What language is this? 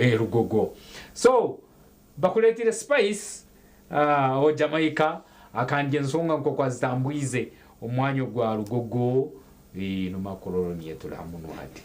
Nyankole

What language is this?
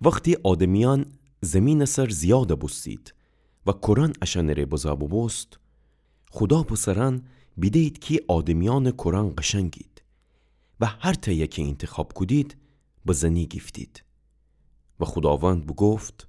Gilaki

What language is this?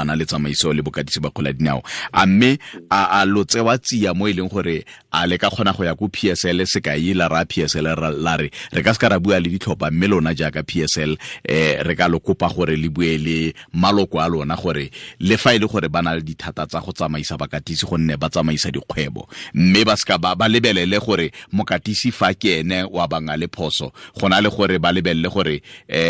Tswana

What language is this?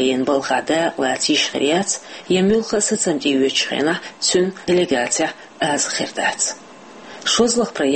Chechen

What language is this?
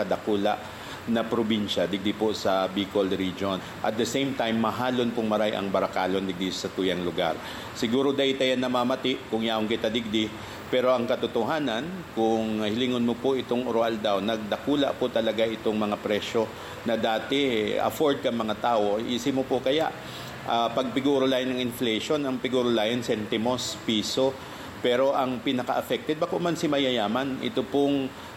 Bikol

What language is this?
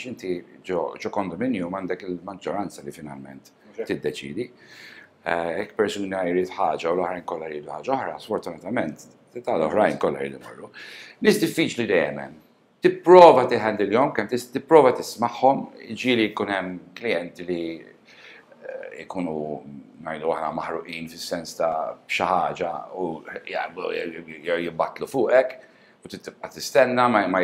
Maltese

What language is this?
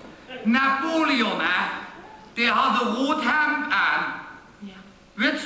Limburgish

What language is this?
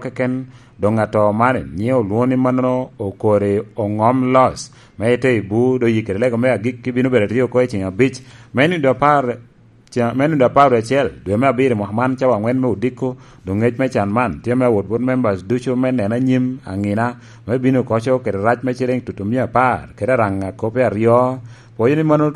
Lango (Uganda)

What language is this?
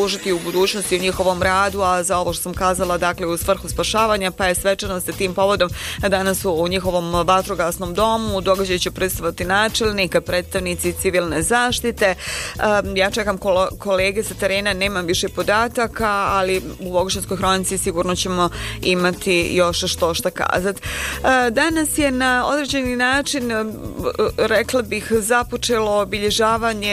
Bosnian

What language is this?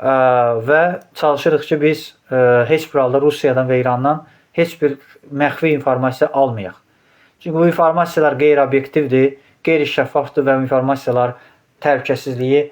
Azerbaijani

